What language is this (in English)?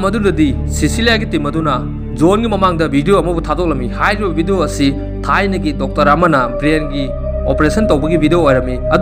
Manipuri